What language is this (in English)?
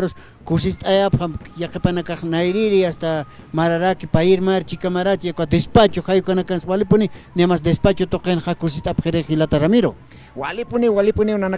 Aymara